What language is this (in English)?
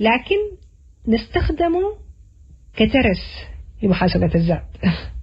Sudanese Arabic